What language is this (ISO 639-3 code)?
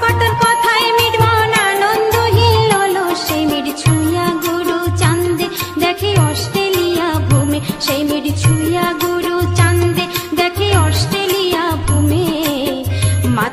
ben